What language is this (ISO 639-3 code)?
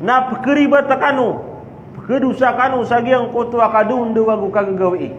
mrw